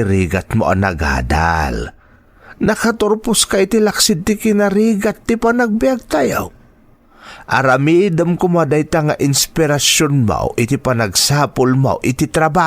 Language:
Iloko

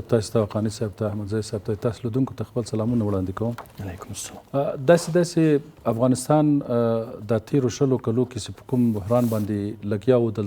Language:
Pashto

